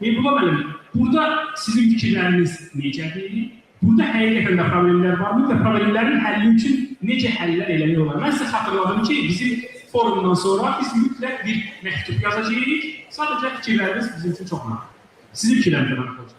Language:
Azerbaijani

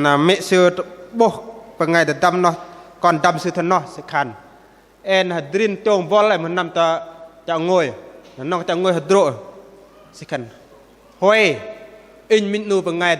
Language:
Bahnar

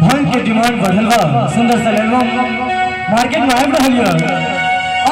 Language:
Maithili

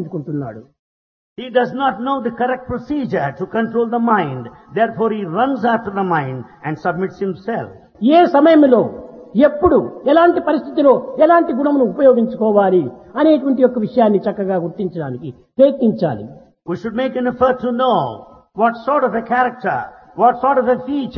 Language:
Telugu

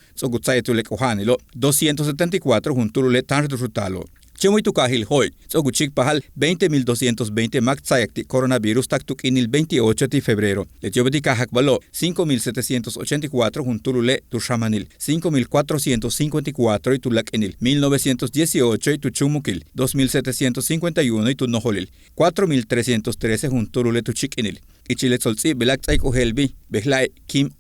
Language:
Yucateco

